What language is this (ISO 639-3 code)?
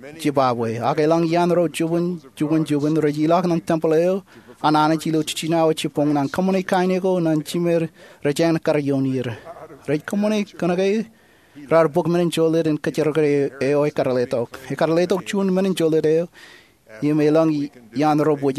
mah